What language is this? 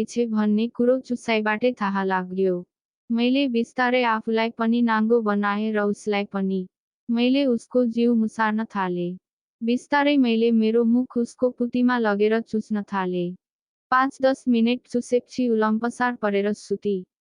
Nepali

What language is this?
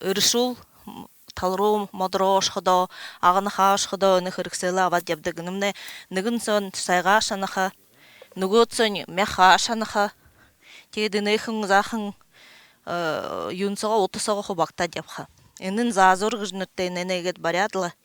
Buriat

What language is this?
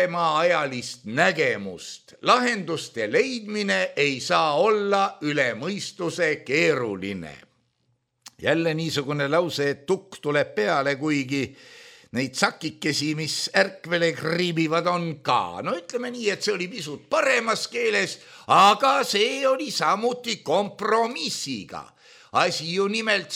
Estonian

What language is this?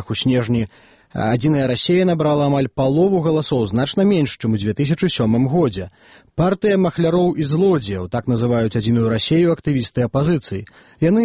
Belarusian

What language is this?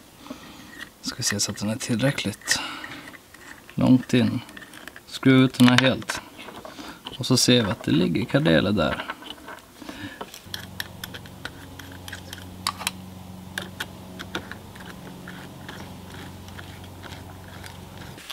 Swedish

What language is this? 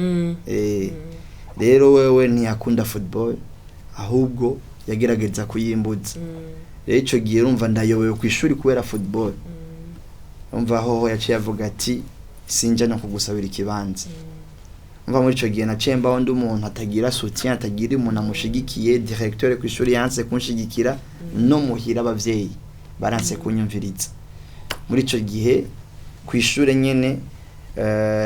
Rundi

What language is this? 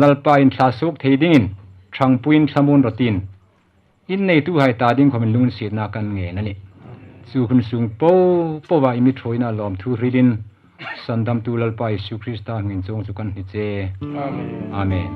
Hmar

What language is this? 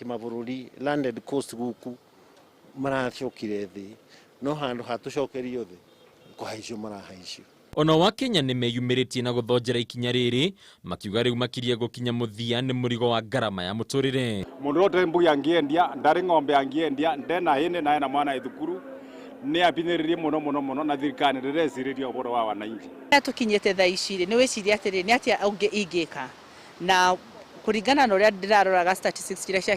Kikuyu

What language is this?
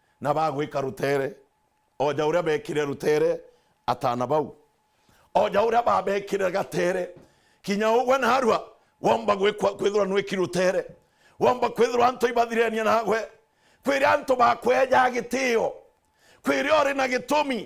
Meru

